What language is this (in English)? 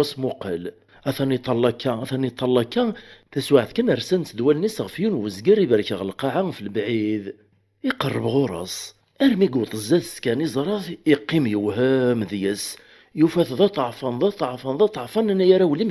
Kabyle